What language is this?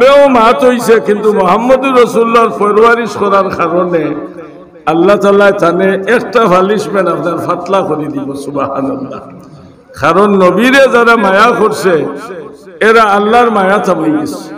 Sylheti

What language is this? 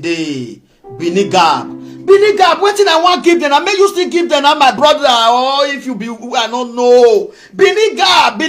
Nigerian Pidgin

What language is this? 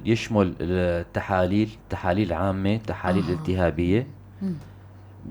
North Levantine Arabic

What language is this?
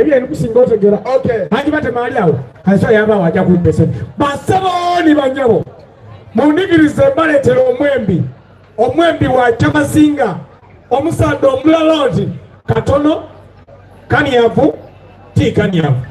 Soga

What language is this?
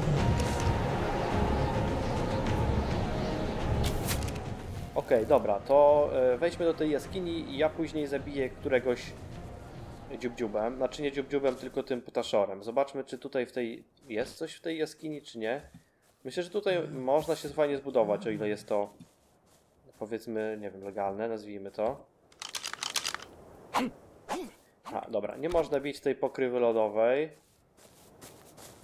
Polish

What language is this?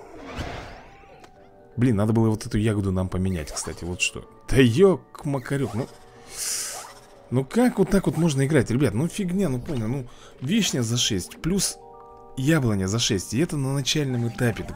Russian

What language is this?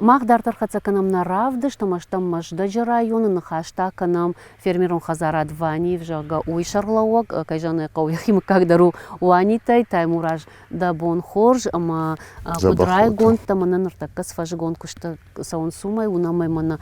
Ossetic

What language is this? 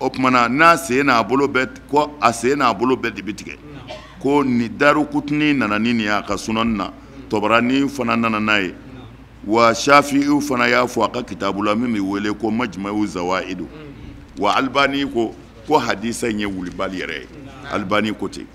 Bambara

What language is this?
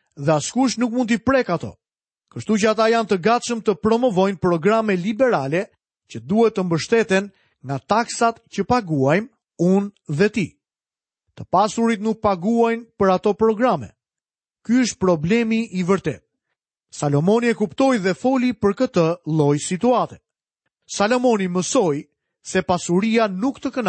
Albanian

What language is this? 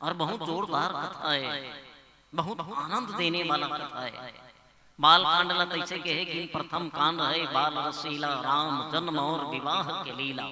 Chhattisgarhi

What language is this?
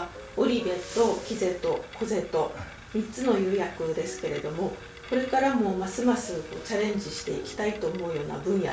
Japanese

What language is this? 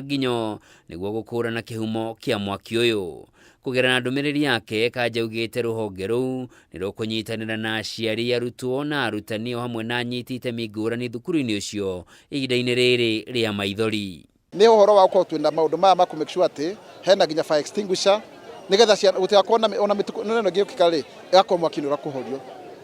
Kikuyu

